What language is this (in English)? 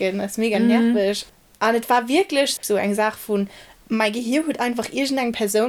Luxembourgish